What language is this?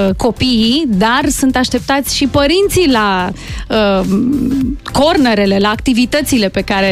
Romanian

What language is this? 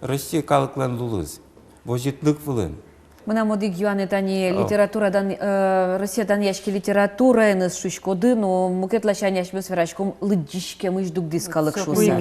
Udmurt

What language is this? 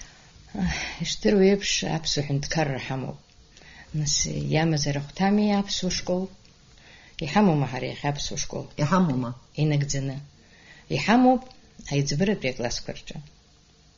Abkhazian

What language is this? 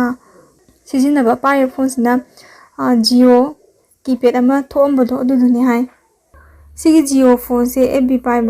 Manipuri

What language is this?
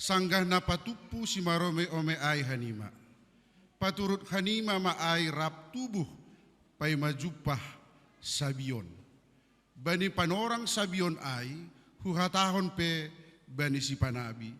Batak Simalungun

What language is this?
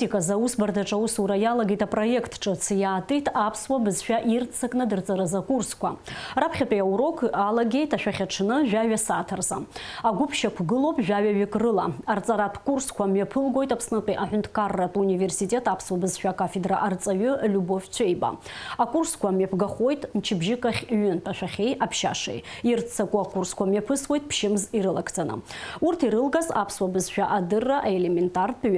Abkhazian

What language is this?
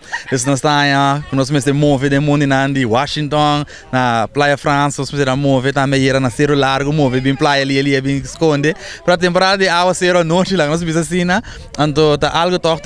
Papiamento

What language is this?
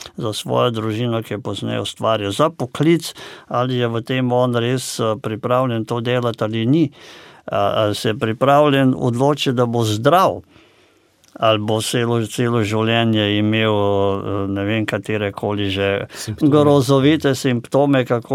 Slovenian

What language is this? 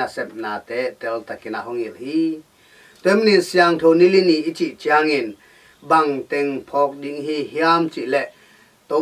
Tedim Chin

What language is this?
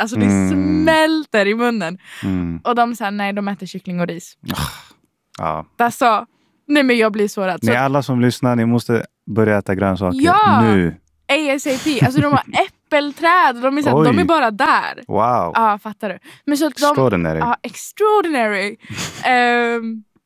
Swedish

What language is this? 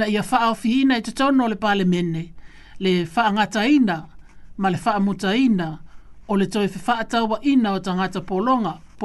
Samoan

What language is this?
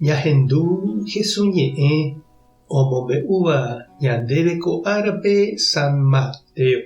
Guarani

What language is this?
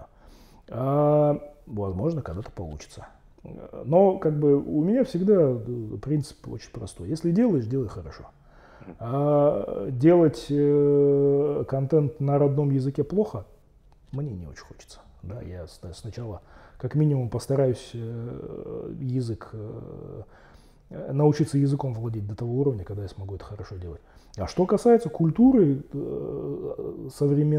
Russian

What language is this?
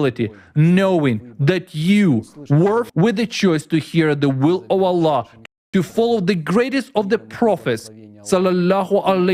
Nyanja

